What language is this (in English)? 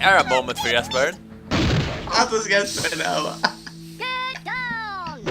Faroese